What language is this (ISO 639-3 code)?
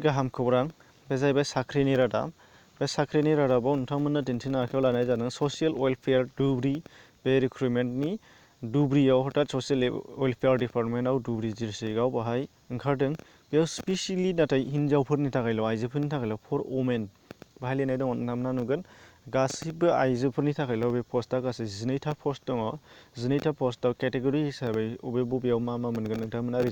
brx